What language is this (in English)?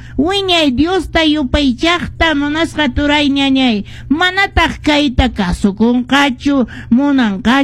Quechua